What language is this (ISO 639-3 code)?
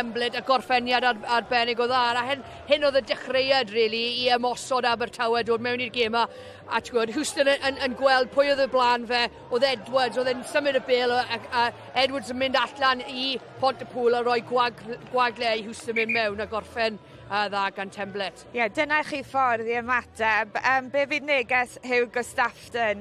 cym